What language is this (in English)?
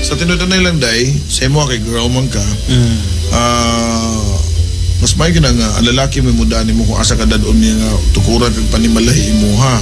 Cebuano